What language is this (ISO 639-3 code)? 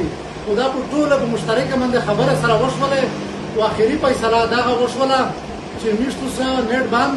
pus